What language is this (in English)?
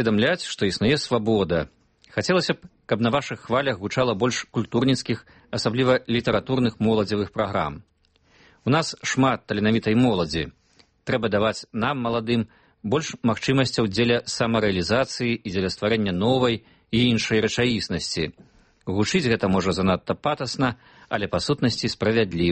Belarusian